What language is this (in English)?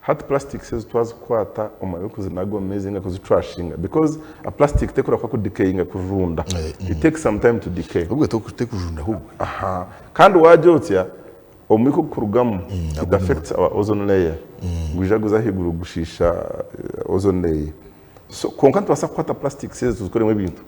Nyankole